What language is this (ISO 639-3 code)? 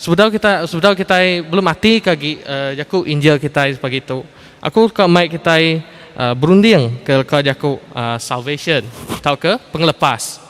iba